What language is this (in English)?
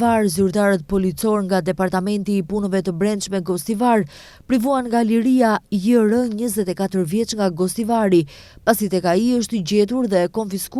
Albanian